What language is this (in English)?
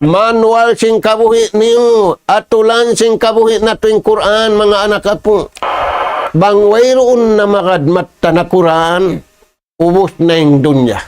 Tausug